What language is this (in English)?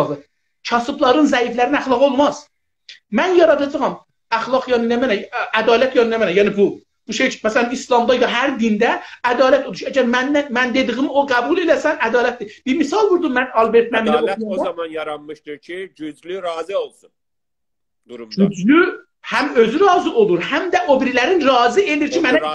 South Azerbaijani